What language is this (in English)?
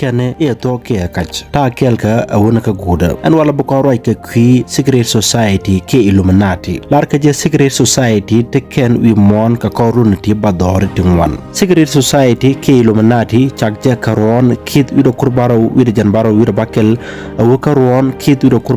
Nuer